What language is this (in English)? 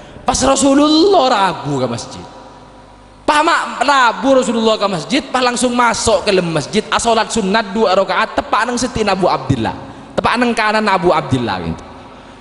Madurese